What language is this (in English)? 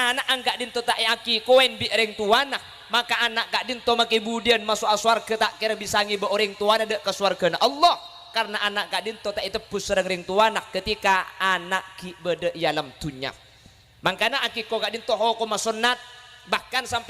Madurese